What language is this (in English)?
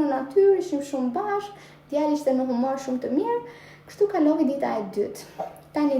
Albanian